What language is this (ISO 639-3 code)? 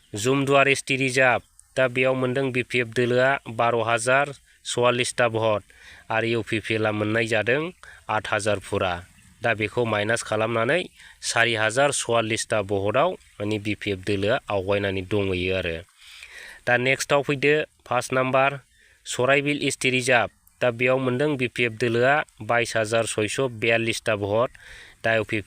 brx